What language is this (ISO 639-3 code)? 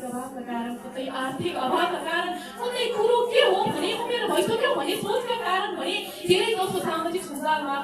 nep